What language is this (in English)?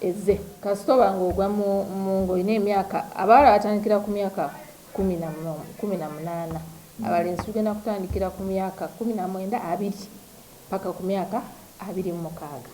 Ganda